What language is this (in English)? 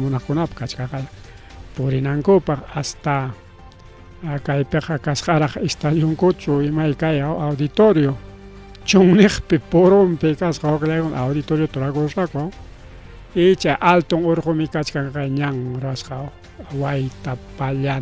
Ayacucho Quechua